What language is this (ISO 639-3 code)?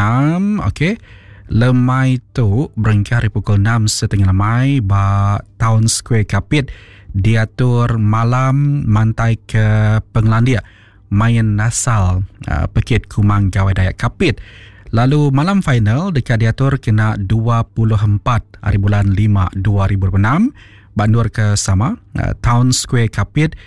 iba